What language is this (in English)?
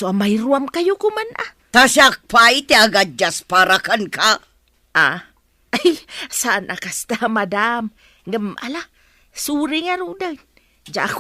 Iloko